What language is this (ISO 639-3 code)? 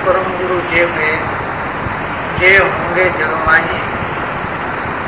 guj